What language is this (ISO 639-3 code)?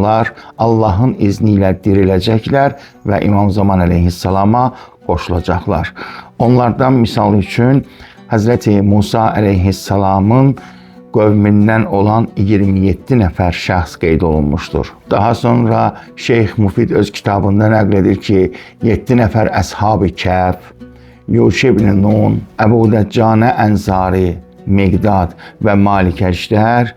aze